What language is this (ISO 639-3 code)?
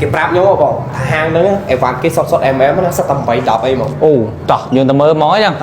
khm